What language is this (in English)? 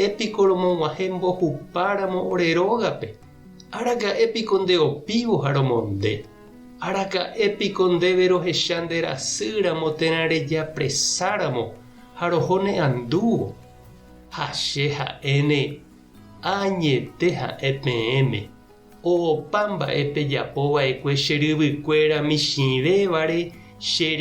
Guarani